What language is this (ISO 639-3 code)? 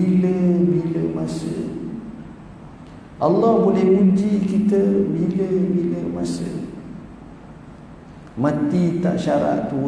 msa